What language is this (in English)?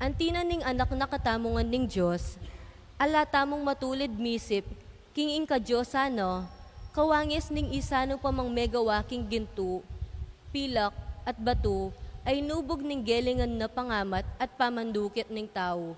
Pampanga